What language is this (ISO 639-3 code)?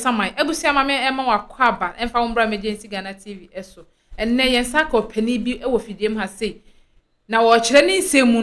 aka